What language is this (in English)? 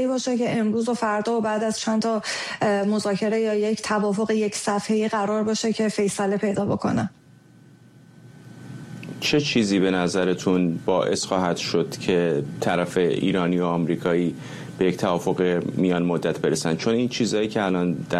Persian